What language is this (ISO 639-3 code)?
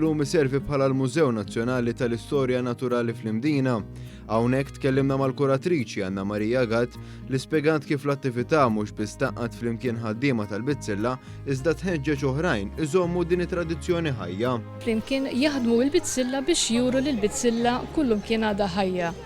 mlt